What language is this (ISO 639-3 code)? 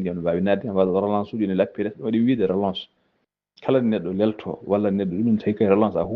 ful